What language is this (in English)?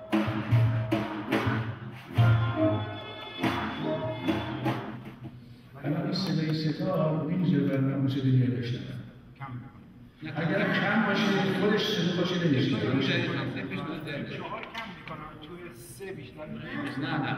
Persian